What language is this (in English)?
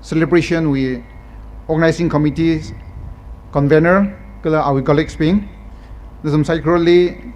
Tangkhul Naga (India)